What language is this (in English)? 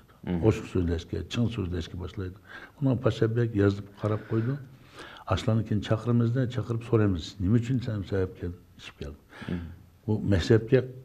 Uyghur